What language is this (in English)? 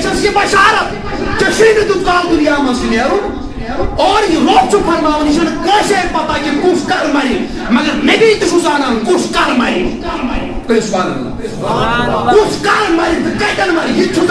Kashmiri